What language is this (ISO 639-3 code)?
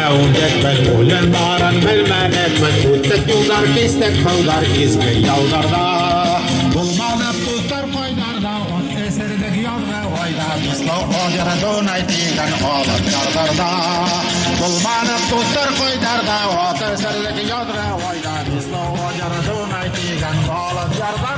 bak